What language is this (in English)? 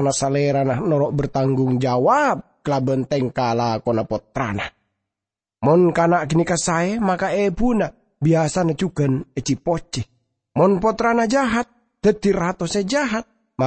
Madurese